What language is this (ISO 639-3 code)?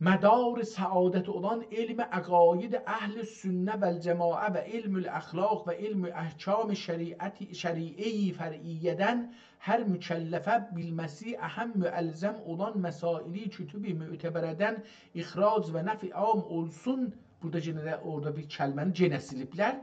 azb